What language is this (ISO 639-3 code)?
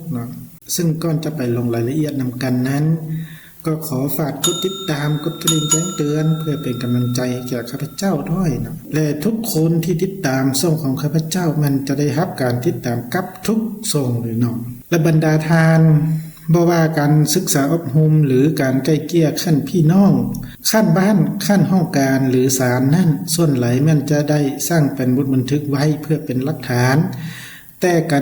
lao